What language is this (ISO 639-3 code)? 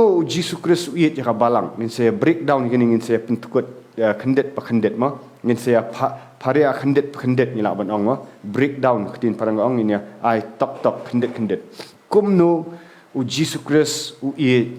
kha